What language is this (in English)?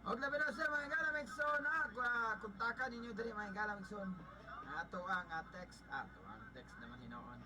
Cebuano